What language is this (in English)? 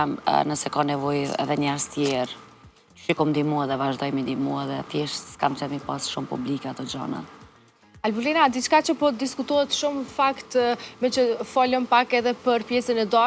Albanian